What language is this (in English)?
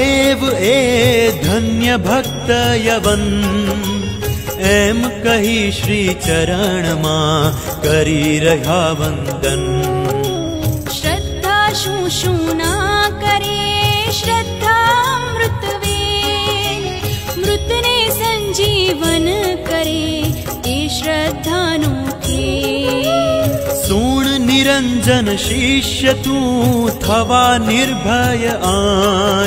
Gujarati